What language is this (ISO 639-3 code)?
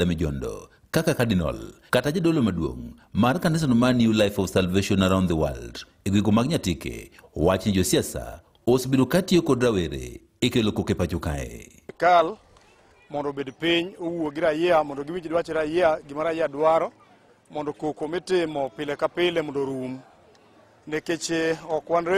luo